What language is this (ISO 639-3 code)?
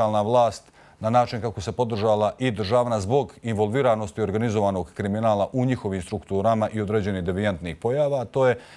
bos